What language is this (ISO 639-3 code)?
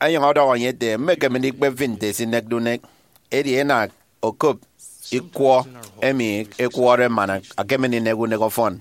efi